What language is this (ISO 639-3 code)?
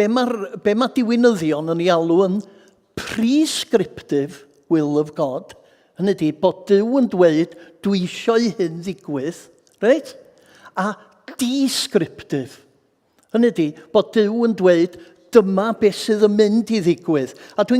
cym